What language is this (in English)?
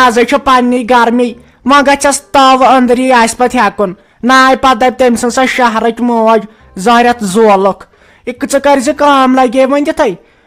Kashmiri